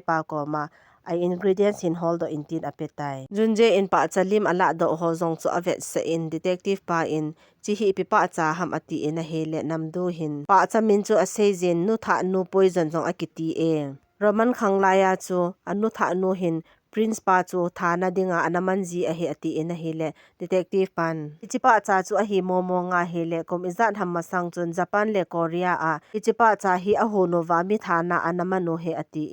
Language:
Thado Chin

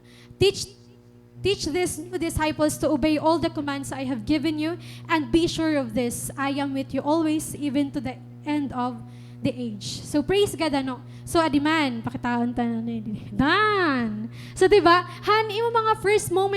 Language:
Waray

